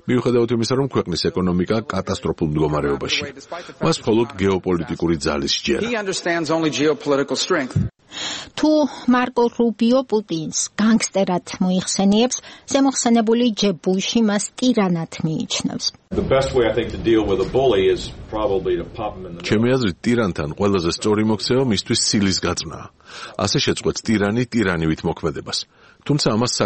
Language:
Georgian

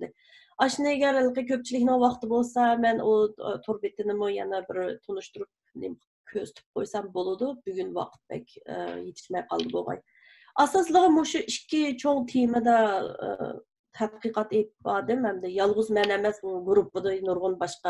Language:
Uyghur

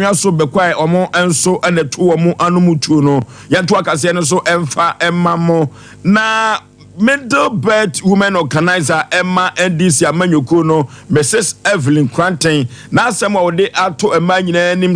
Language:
Akan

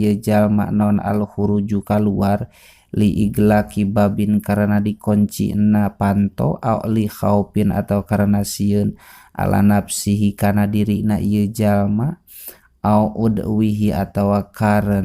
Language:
Sundanese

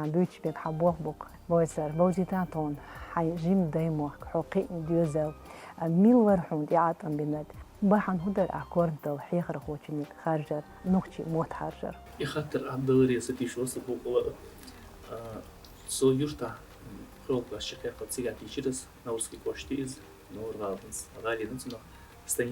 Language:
Chechen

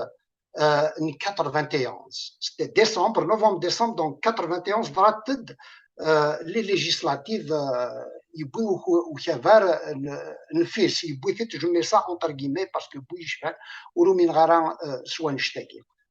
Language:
Kabyle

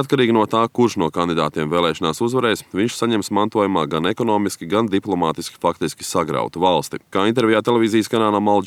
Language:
Latvian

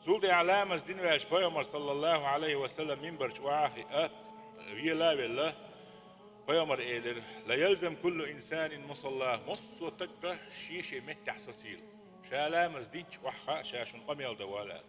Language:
Chechen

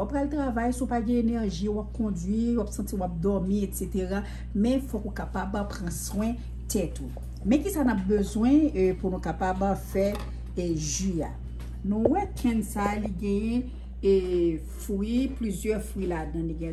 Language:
Haitian Creole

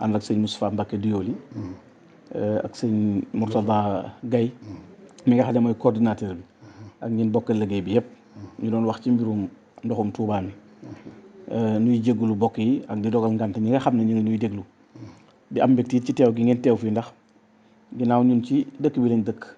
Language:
Wolof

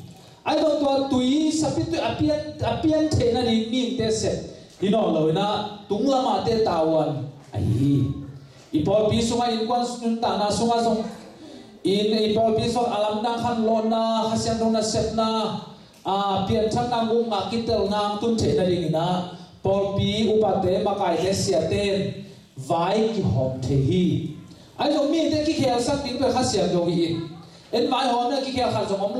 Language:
Tedim Chin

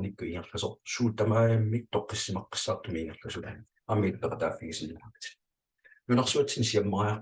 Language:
Kalaallisut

